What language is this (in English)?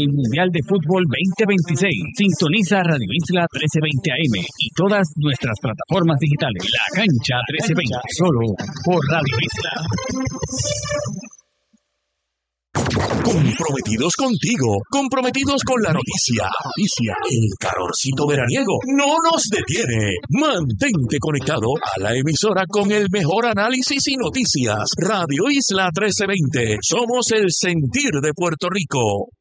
Spanish